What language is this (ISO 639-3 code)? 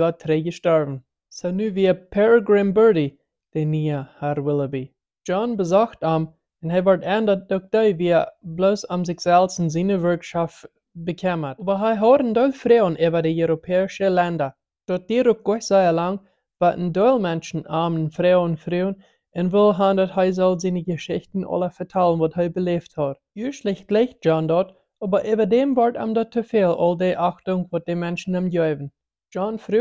pdt